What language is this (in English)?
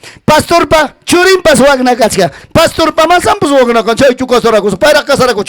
Ayacucho Quechua